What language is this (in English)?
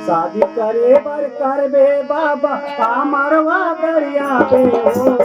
Chhattisgarhi